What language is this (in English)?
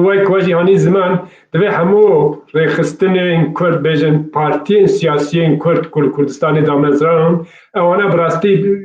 Kurdish